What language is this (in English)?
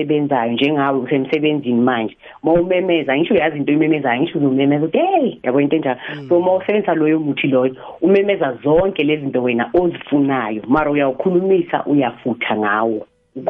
South Ndebele